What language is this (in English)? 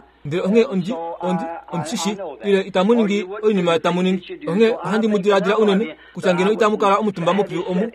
Kuanyama